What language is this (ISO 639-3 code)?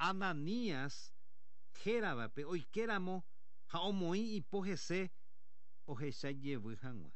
grn